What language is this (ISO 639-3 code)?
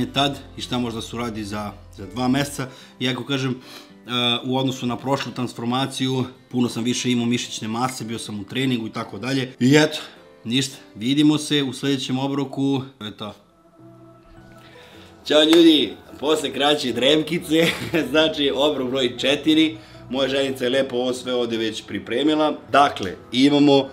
srp